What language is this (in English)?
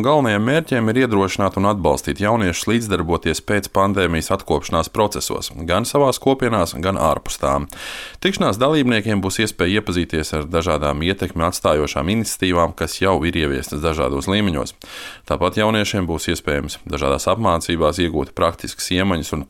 Latvian